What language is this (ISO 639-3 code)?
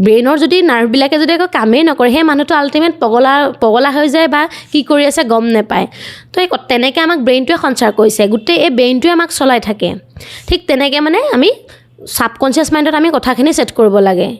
asm